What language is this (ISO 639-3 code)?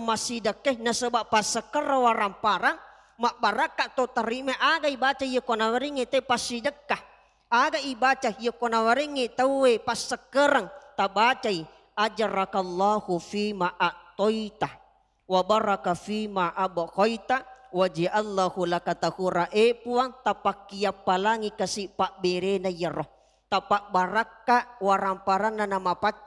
bug